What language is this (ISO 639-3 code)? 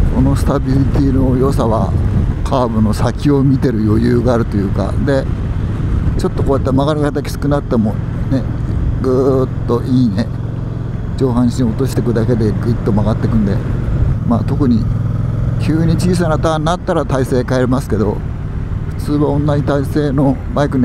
jpn